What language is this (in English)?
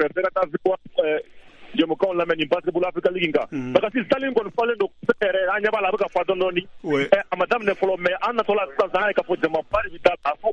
Bambara